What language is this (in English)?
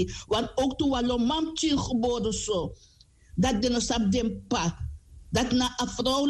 Sranan Tongo